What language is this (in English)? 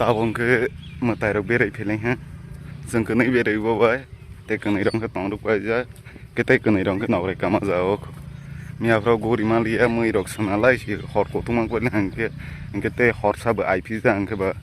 Kok Borok